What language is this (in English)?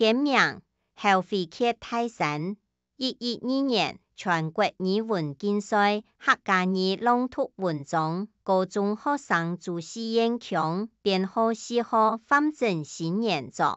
Hakka Chinese